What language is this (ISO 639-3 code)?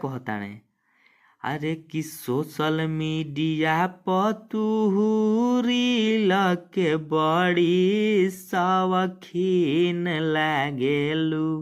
bho